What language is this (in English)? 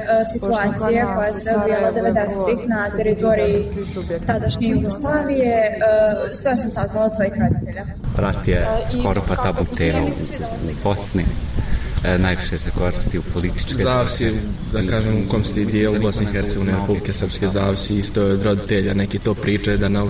Bosnian